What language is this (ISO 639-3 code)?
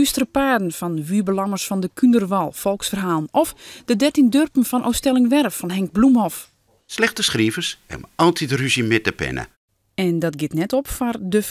fry